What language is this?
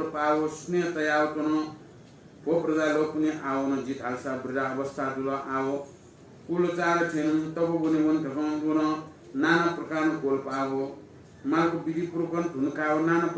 Newari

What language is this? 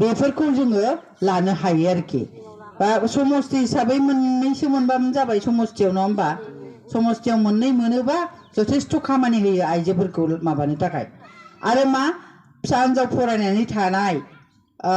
Bodo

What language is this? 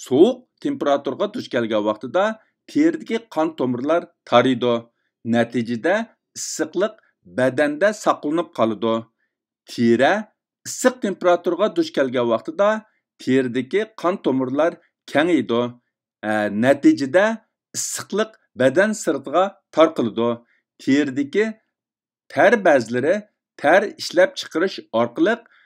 Uyghur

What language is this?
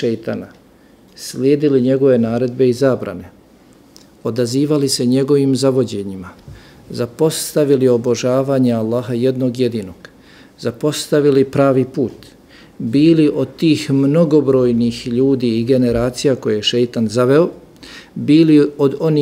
Bosnian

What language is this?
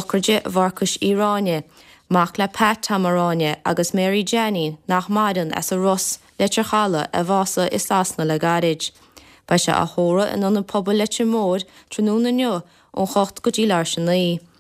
Irish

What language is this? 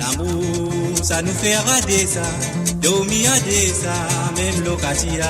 Morisyen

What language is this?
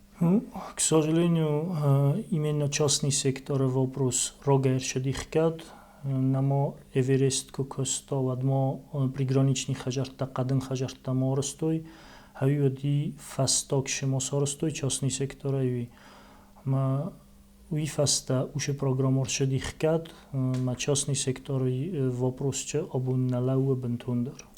Ossetic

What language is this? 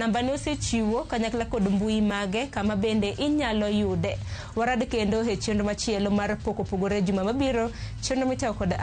Luo (Kenya and Tanzania)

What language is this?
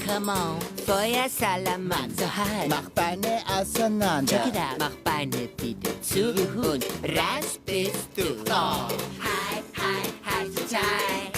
Swiss German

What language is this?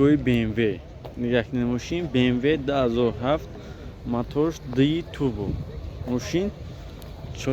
Tajik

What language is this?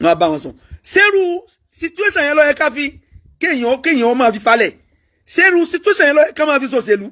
Yoruba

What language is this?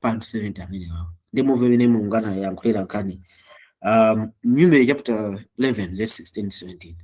Nyanja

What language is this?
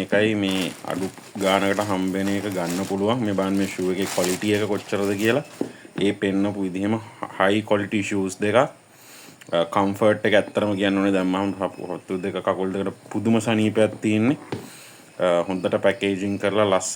Sinhala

